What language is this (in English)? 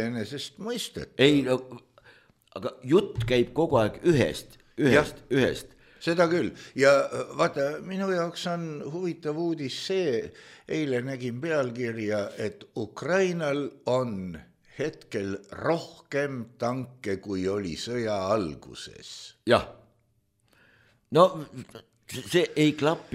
Estonian